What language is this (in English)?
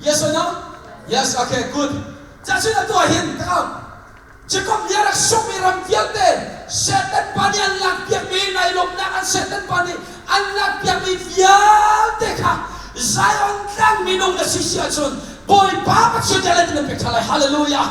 Hakha Chin